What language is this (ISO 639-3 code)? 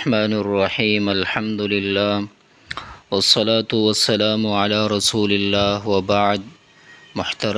pus